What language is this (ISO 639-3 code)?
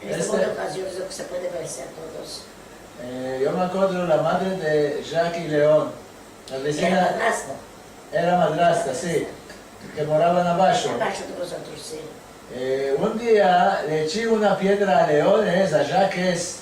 lad